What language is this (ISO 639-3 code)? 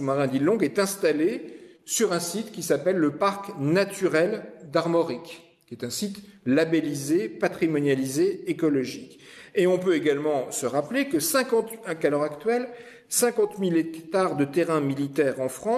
fra